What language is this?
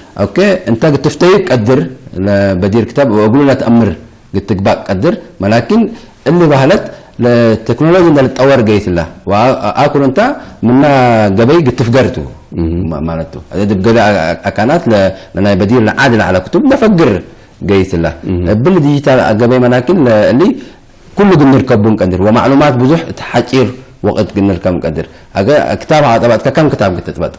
Tigre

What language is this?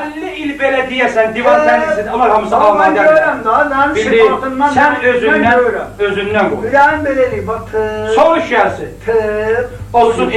South Azerbaijani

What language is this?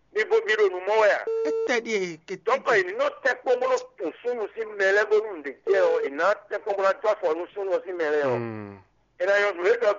Fon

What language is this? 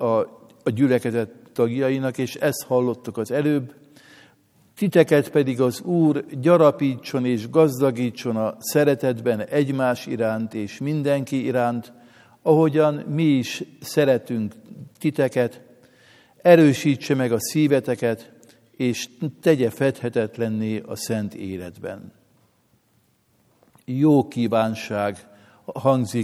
Hungarian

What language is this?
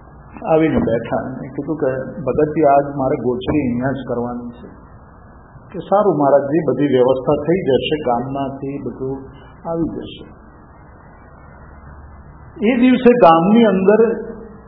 Gujarati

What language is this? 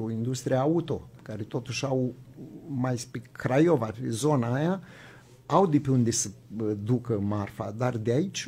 Romanian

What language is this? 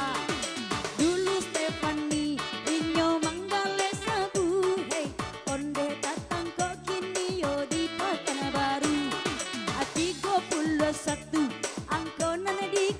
Minangkabau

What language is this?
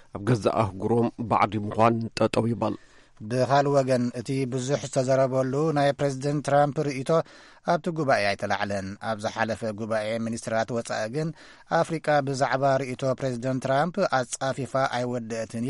Tigrinya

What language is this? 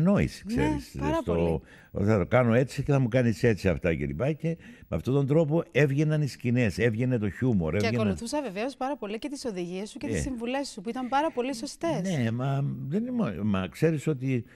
Greek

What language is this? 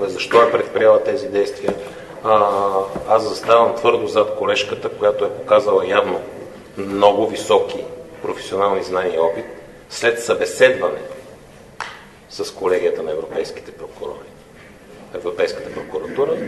Bulgarian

